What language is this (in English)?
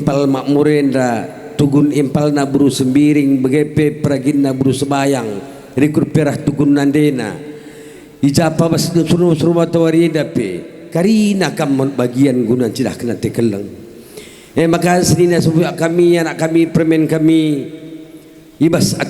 Batak Karo